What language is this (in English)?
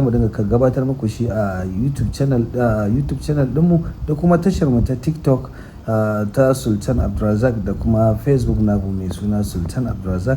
Hausa